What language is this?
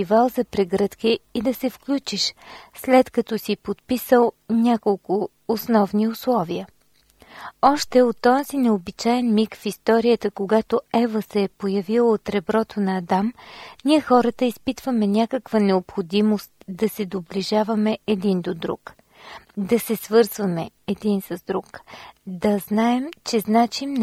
Bulgarian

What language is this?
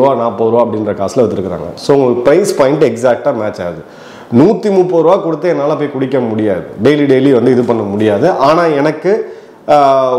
Tamil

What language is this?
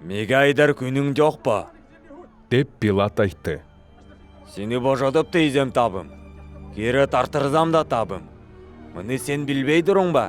Southern Altai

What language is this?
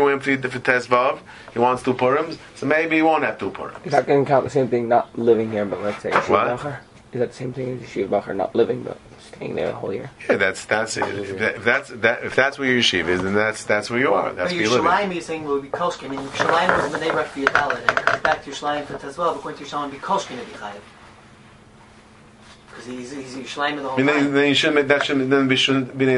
English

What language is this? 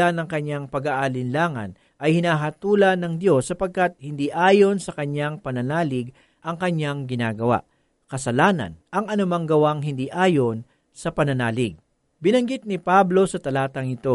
Filipino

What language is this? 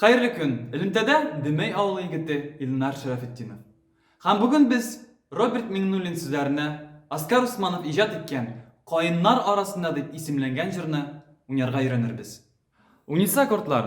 Tatar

